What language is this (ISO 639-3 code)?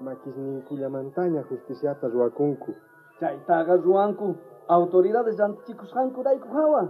quh